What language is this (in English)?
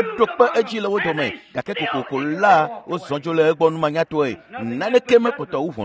Ewe